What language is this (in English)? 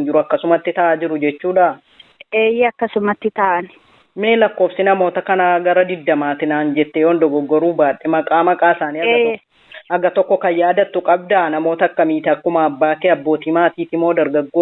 Oromo